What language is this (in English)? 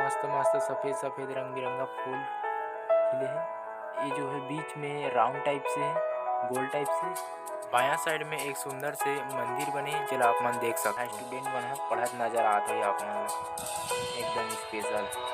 Chhattisgarhi